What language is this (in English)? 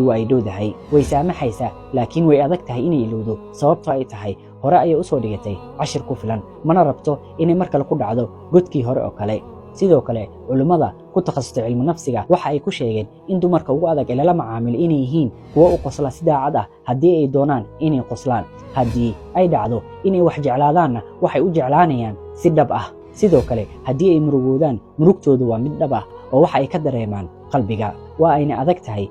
Somali